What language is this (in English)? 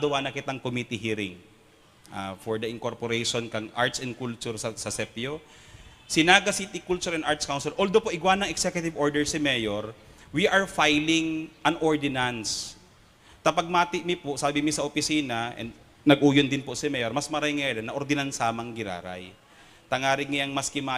Bikol